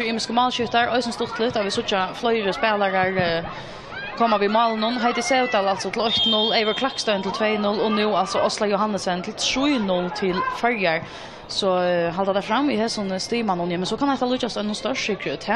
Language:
Faroese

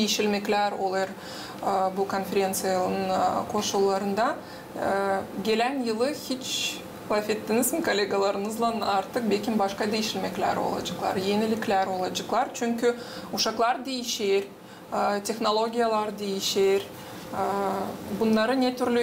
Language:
Gagauz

